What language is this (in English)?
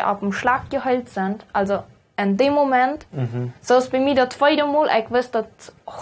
Plautdietsch